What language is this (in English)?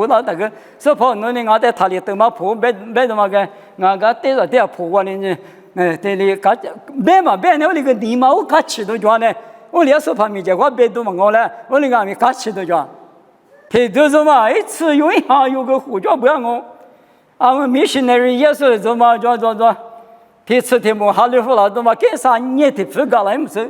Lisu